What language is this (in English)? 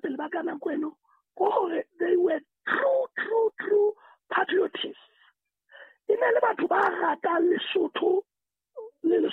Southern Sotho